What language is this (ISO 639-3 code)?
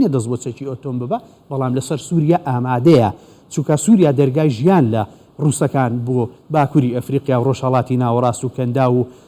ckb